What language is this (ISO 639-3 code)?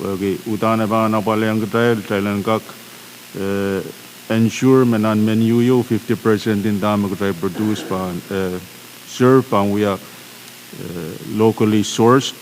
pon